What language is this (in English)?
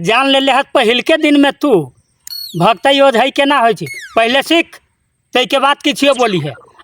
Maithili